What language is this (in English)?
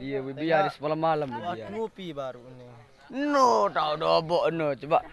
Sasak